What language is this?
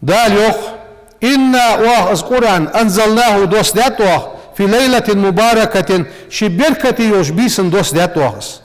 Ingush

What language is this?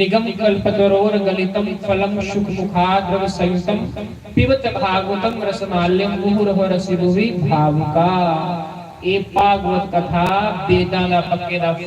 Dogri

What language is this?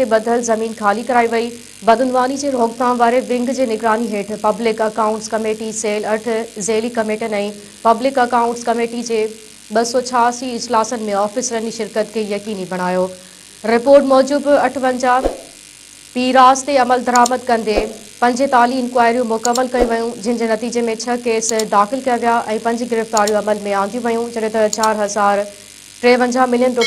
Sindhi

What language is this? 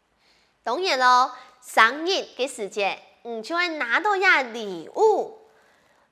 Hakka Chinese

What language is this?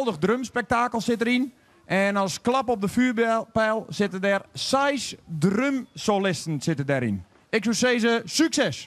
Western Frisian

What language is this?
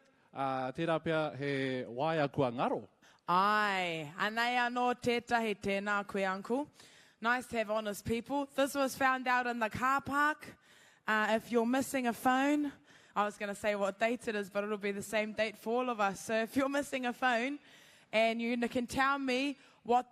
Māori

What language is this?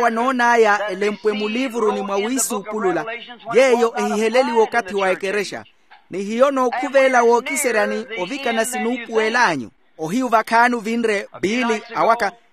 Makhuwa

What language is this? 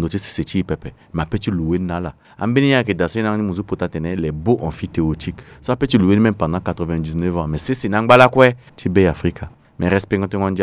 Sango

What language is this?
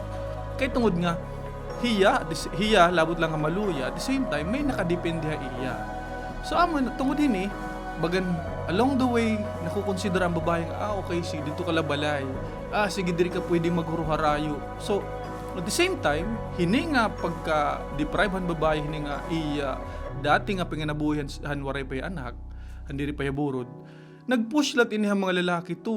Waray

